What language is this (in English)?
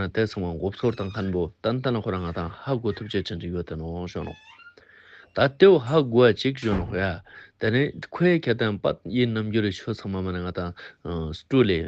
Ladakhi